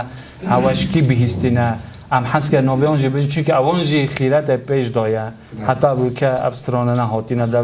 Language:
Kurdish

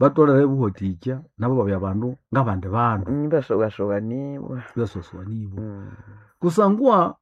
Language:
Nande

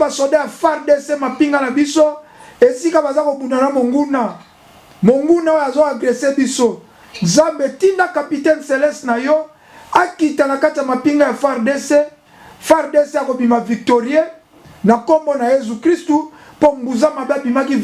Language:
Lingala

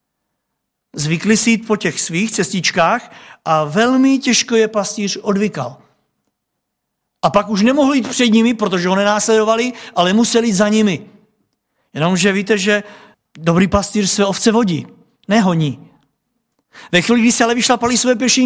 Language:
Czech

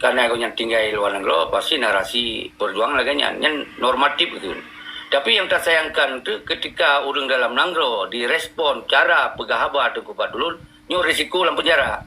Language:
Achinese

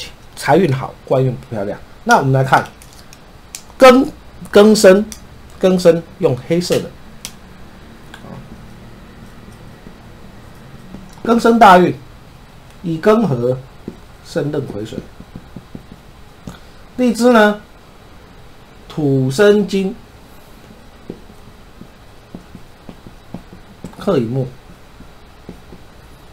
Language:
Chinese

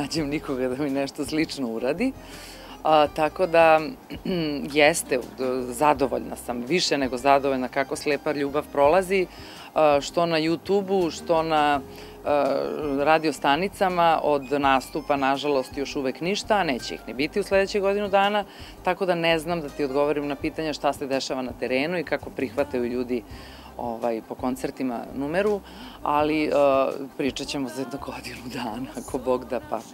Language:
Serbian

